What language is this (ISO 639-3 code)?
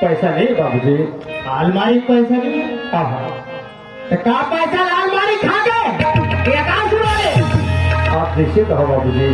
hne